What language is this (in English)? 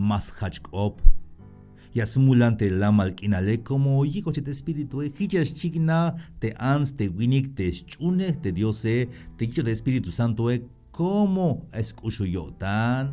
Tzeltal